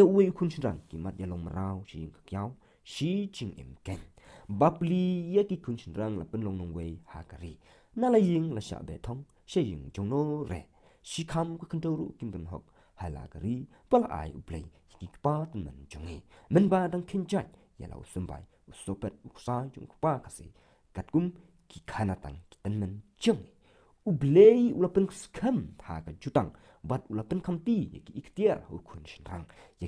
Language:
Khasi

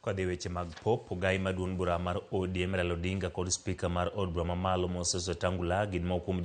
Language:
Luo (Kenya and Tanzania)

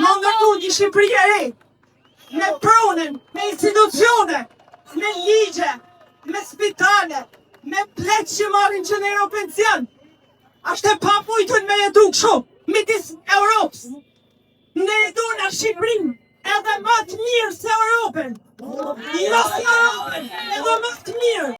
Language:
Albanian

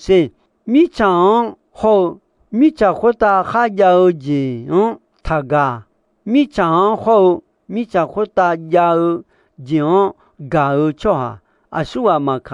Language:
Akha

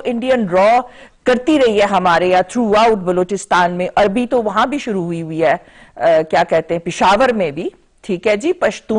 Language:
Urdu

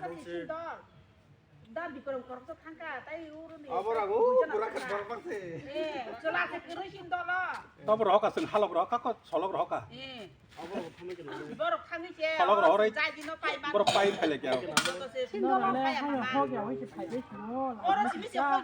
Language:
Kok Borok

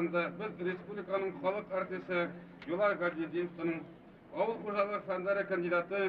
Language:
Bashkir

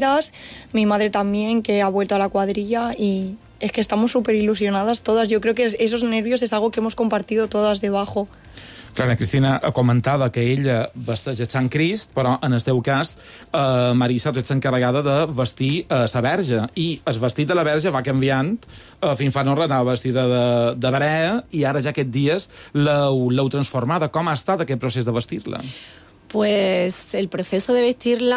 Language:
Catalan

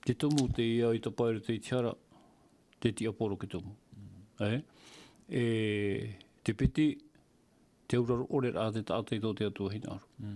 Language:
Tahitian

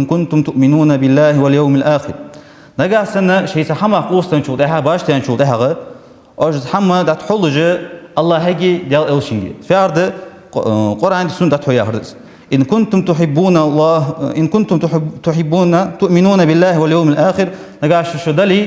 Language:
Ingush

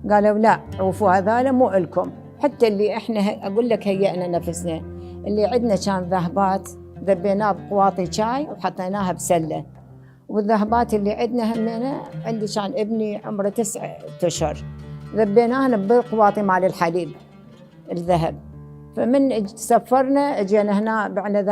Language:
Mesopotamian Arabic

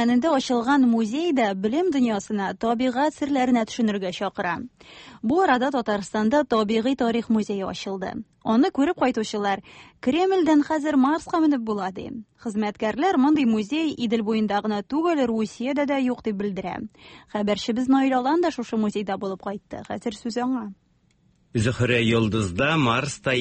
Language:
Tatar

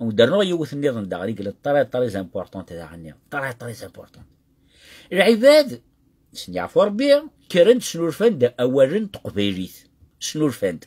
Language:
Kabyle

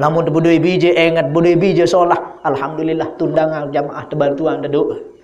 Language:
Sasak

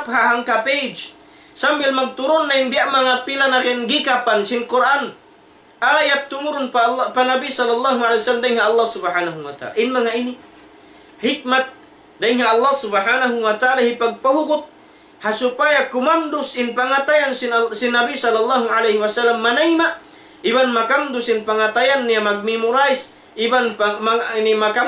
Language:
Tausug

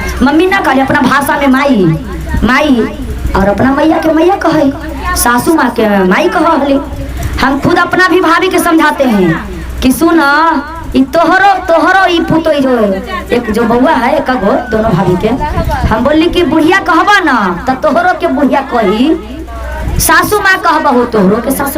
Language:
Magahi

